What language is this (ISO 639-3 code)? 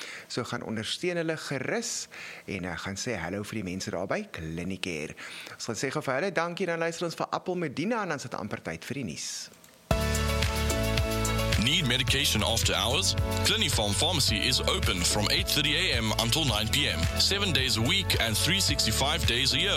afr